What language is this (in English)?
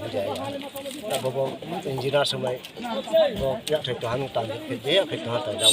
Kok Borok